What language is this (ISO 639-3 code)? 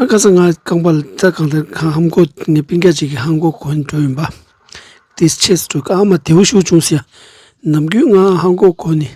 bod